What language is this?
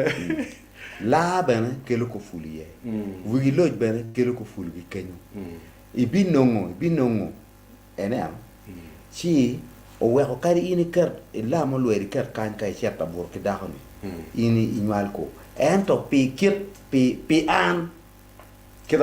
Acoli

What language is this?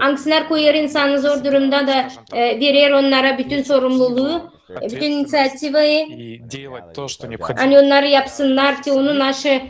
Gagauz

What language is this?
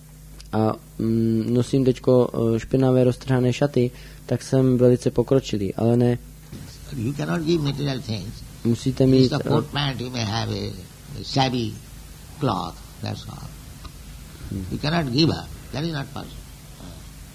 Czech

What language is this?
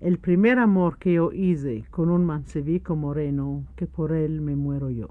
Ladino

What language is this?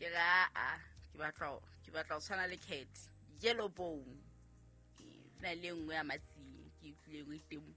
Southern Sotho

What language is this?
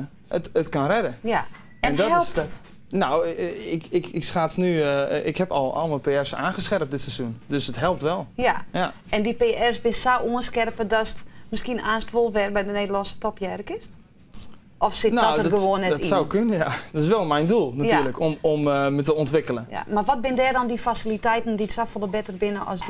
Western Frisian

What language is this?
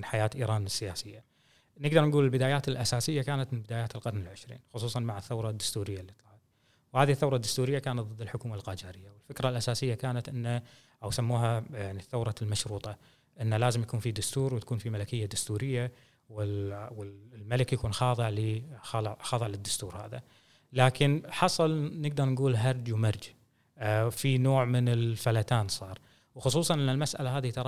Gulf Arabic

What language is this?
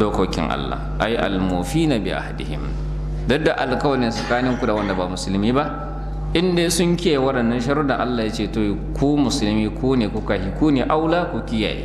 Hausa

